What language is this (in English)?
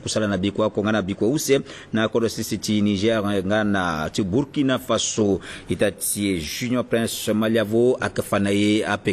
Sango